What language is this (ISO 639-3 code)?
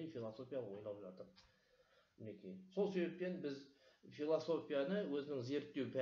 kaz